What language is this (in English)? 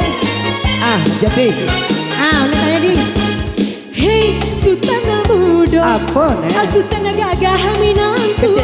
Minangkabau